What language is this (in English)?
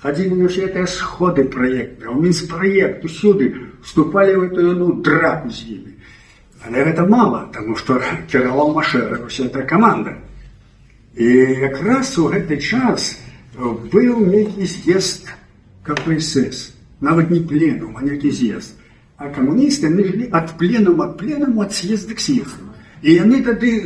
Belarusian